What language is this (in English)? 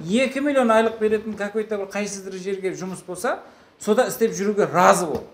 Kara-Kalpak